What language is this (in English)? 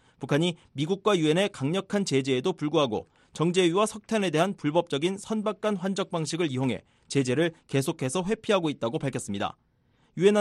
Korean